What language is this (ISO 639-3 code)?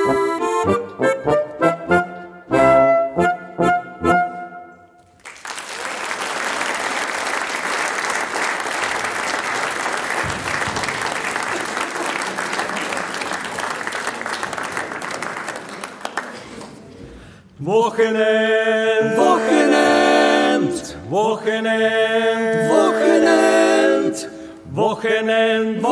deu